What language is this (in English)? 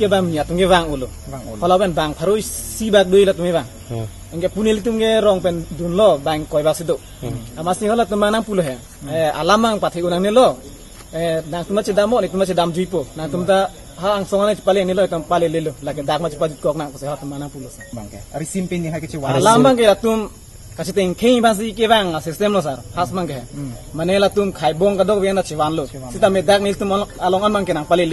Karbi